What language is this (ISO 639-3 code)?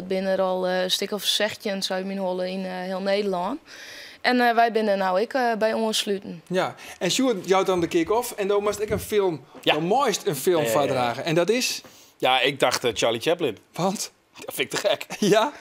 fry